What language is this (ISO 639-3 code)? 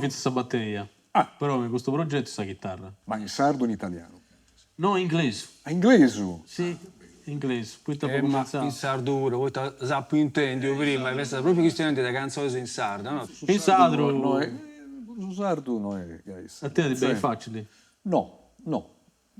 srd